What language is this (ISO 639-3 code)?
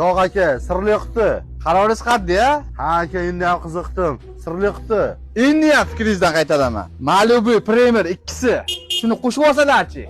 uzb